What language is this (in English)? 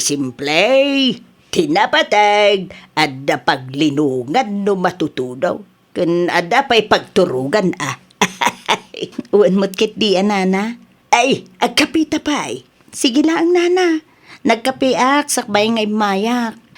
Iloko